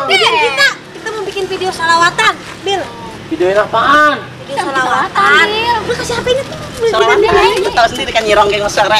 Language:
Betawi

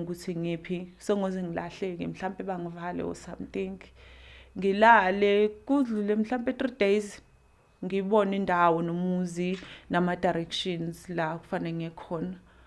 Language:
Zulu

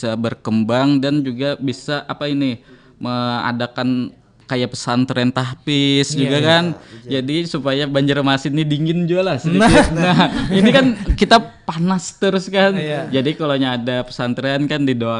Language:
Banjar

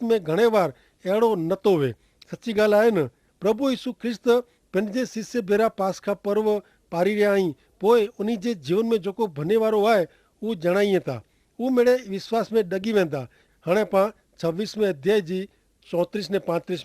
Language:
Kachhi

